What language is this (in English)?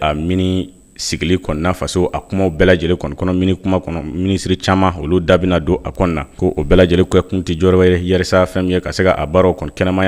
Bambara